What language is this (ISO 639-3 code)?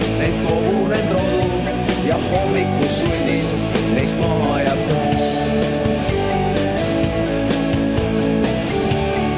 est